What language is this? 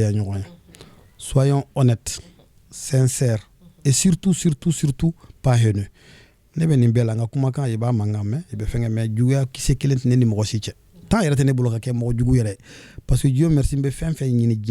Bambara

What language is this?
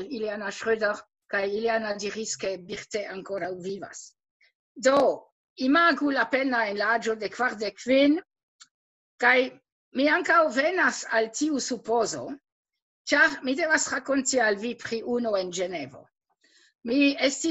Esperanto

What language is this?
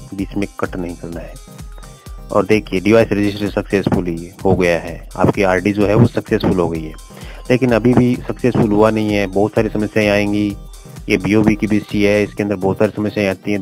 Hindi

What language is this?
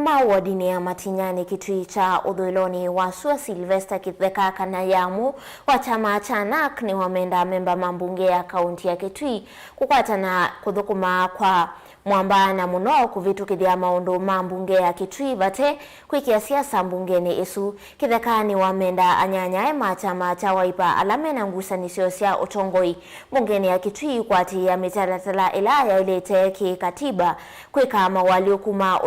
Kamba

